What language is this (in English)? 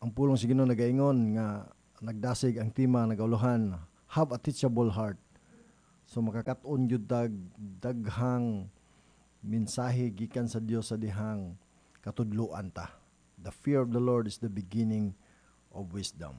Cebuano